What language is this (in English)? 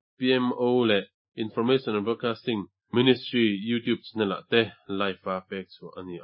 Mizo